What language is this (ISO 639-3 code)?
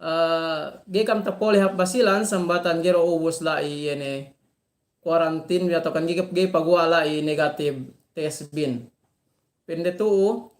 yka